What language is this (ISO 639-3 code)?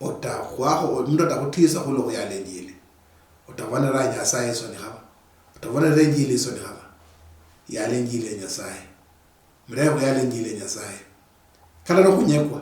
luy